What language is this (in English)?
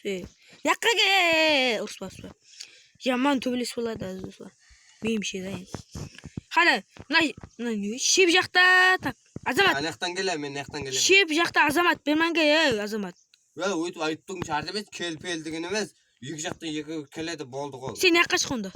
Kara-Kalpak